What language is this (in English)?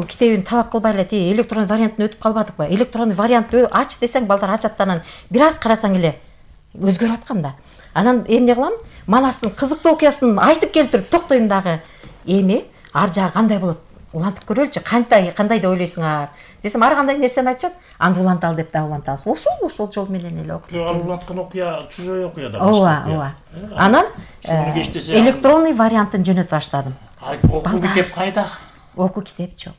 Kyrgyz